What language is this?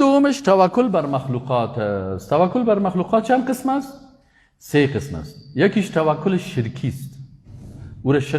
Persian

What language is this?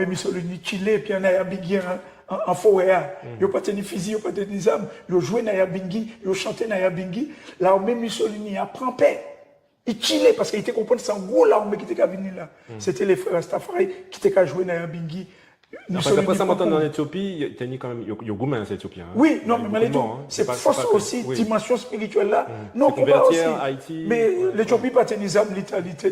Guadeloupean Creole French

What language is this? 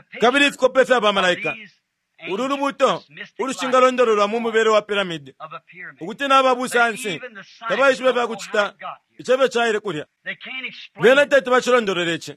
Bemba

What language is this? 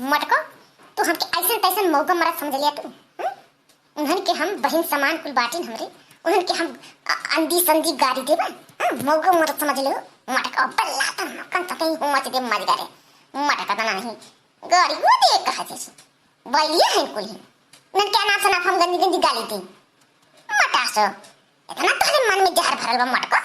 Awadhi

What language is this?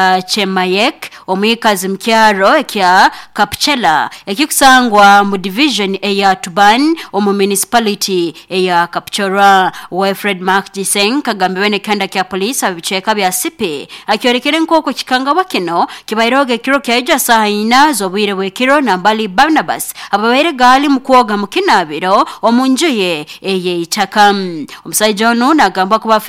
Nyoro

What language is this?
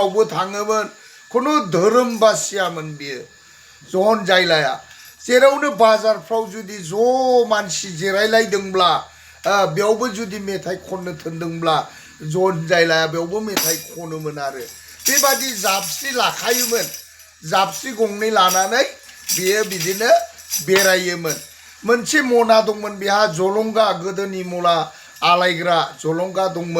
Bodo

